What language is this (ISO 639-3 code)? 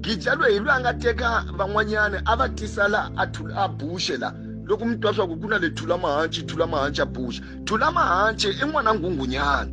tso